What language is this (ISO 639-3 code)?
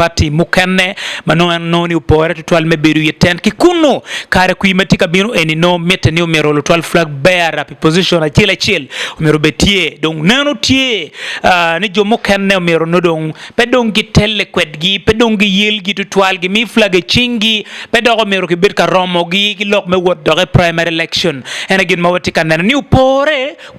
ach